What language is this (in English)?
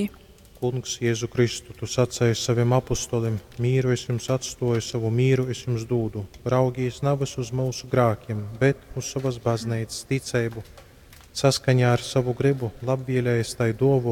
Latgalian